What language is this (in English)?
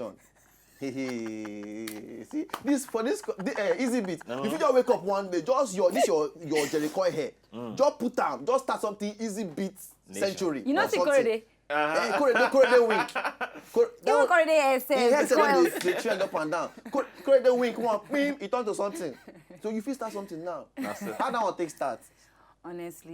Nigerian Pidgin